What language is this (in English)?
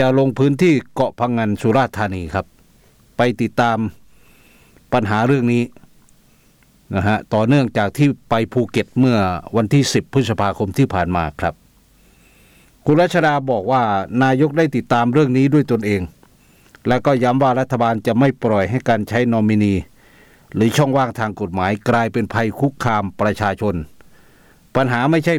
Thai